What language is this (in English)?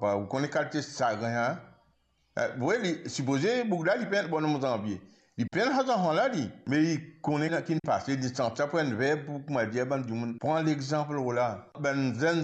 Morisyen